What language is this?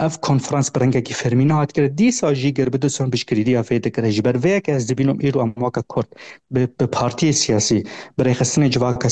Kurdish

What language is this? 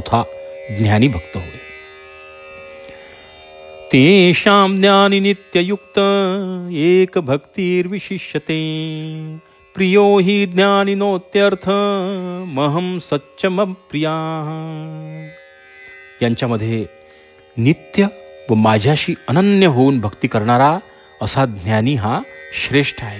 Marathi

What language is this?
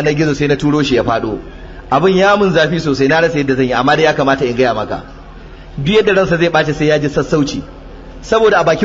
Hausa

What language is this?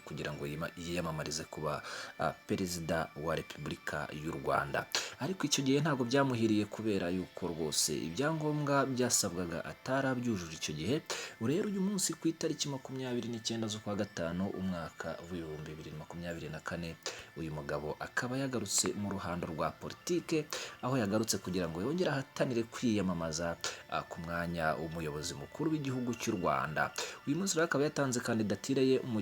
Kinyarwanda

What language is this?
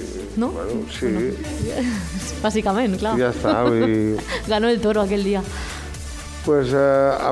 Catalan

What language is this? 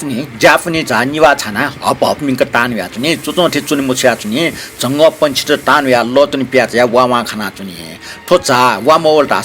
Newari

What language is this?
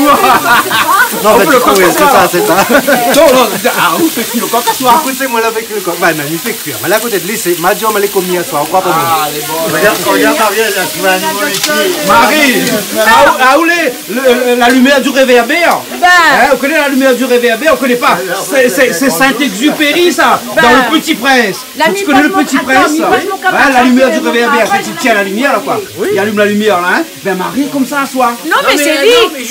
Réunion Creole French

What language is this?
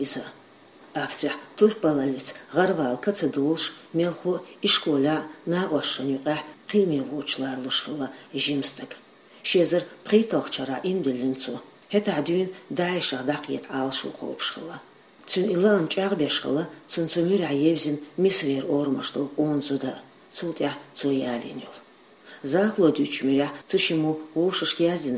Chechen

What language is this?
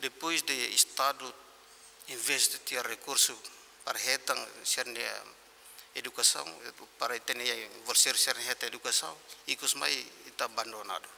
Tetum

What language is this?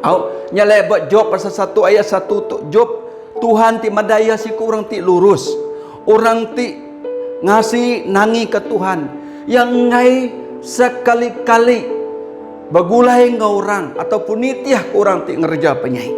Iban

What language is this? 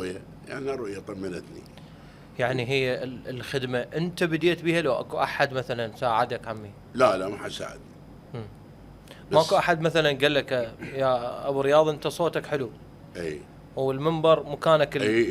Mesopotamian Arabic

